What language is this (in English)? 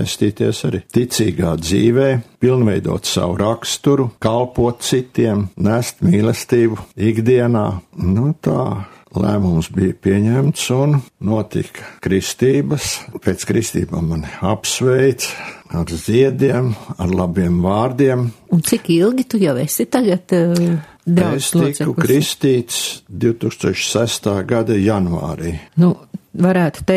Latvian